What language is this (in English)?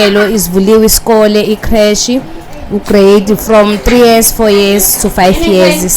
Zulu